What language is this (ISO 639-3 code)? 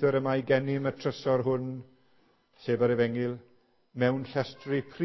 cym